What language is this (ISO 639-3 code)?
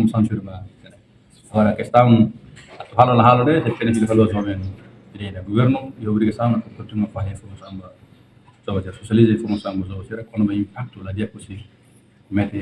tet